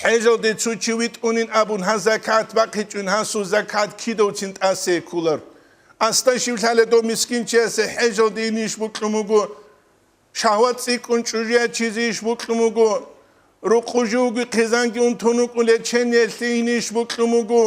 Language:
Avaric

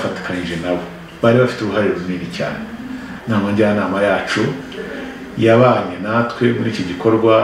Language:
Kinyarwanda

